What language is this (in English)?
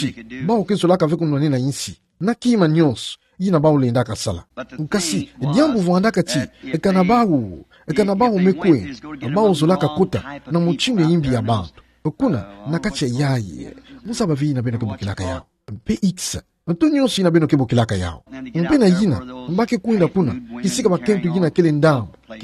Kituba (Democratic Republic of Congo)